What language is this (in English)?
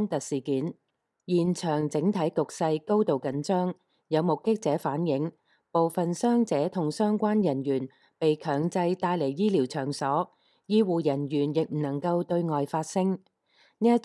Cantonese